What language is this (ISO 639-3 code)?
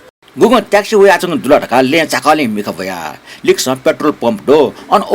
new